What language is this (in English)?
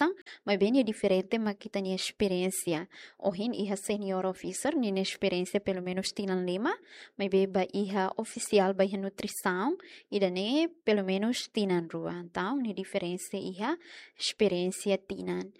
Tetum